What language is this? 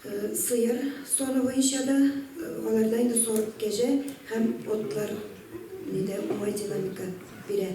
Tatar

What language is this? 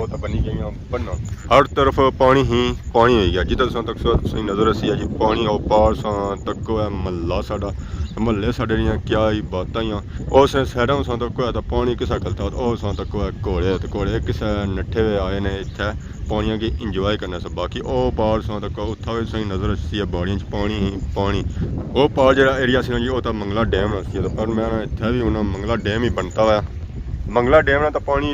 Pahari-Potwari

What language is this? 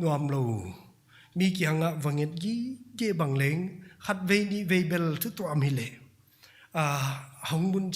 Paite Chin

